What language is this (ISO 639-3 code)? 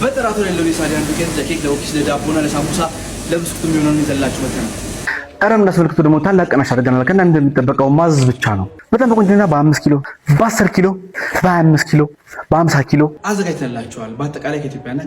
amh